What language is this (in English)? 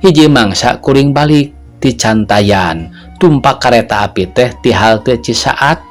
Sundanese